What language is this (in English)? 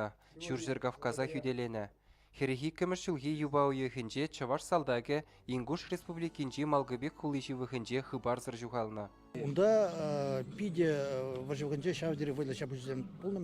Chuvash